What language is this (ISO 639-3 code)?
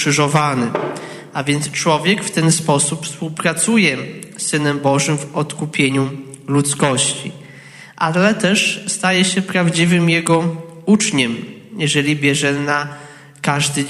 pol